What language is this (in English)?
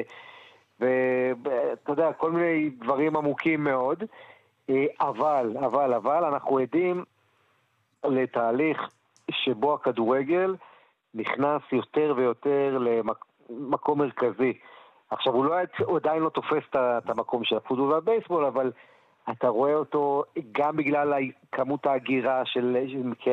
Hebrew